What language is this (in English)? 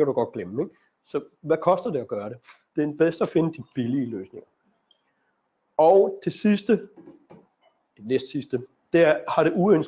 Danish